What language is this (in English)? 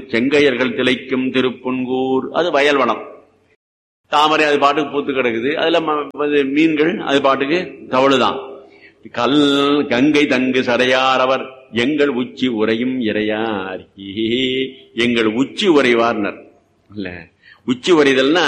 Tamil